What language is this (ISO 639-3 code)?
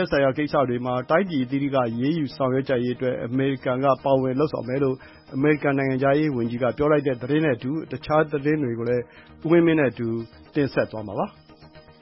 mya